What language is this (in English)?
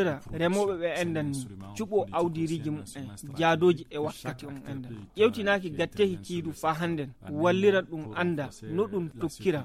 Fula